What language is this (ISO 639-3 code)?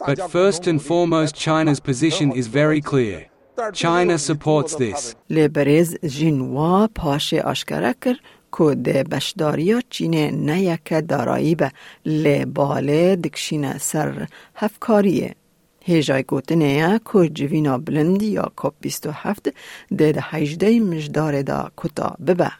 kur